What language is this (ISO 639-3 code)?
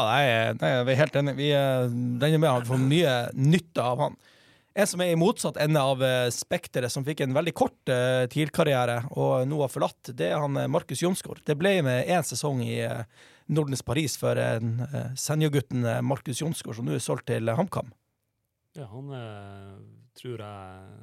nor